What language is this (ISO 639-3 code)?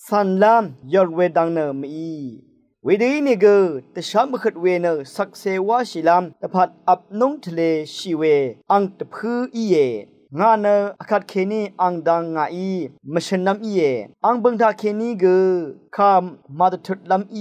raw